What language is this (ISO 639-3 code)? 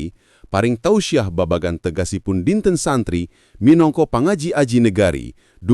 jav